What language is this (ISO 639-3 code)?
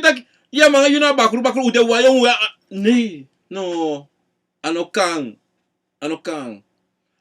srn